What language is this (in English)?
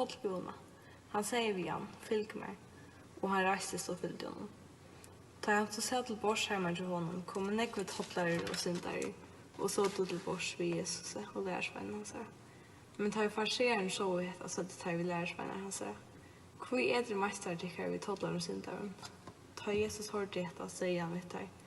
Faroese